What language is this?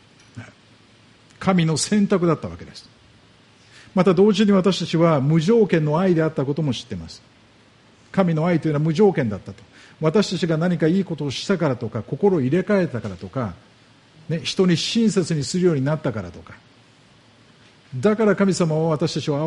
Japanese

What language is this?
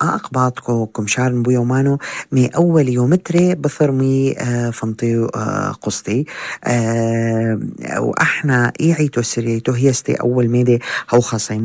North Levantine Arabic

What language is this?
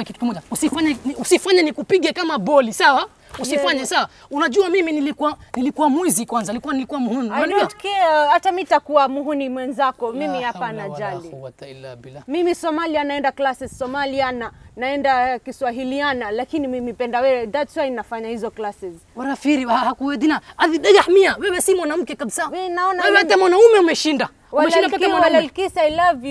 Swahili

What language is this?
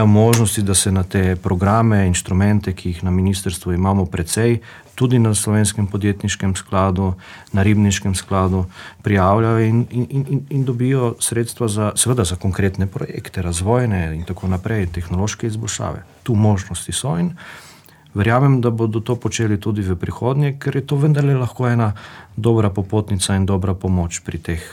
Slovenian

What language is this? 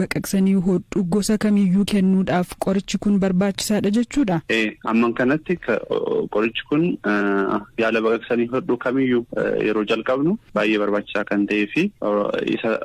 Oromo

